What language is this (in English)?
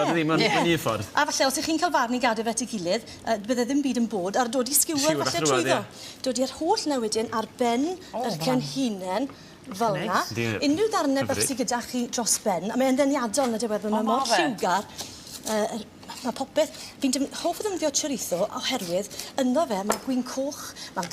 Welsh